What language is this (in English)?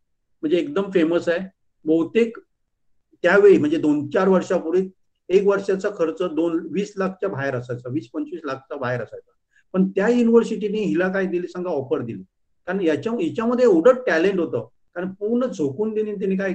Marathi